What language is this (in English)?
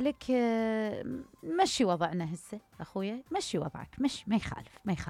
Mesopotamian Arabic